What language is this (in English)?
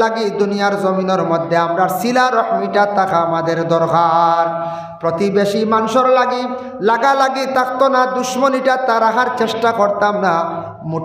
Sylheti